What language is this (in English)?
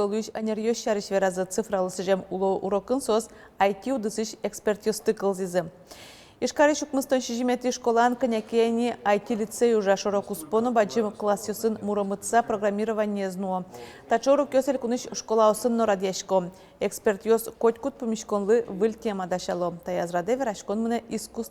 Udmurt